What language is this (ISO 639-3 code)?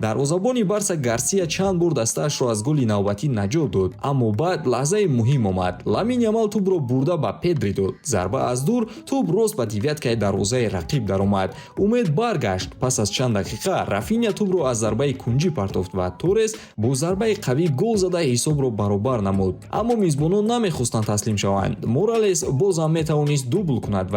tgk